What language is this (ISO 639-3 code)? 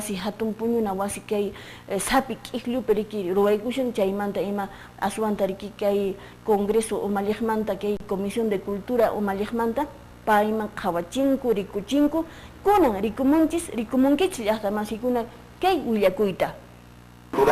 que